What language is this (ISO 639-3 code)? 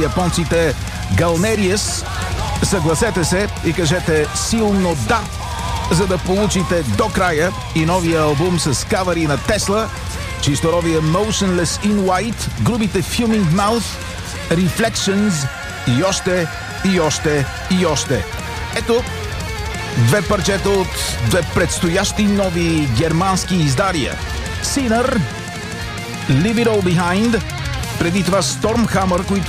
bul